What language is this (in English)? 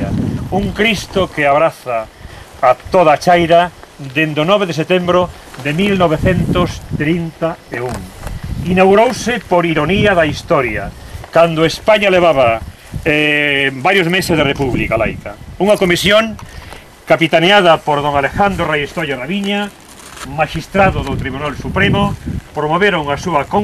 Galician